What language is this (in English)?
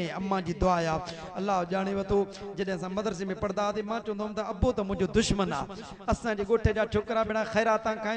Sindhi